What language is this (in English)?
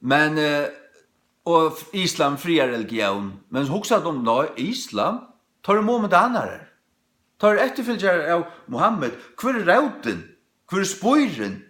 Faroese